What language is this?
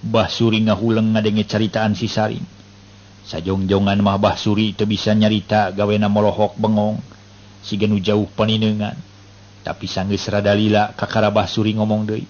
Sundanese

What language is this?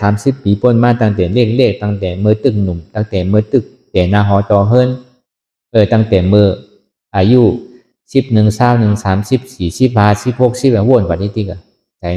Shan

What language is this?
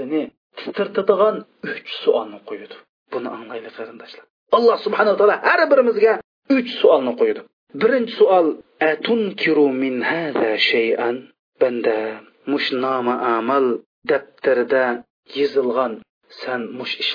Uyghur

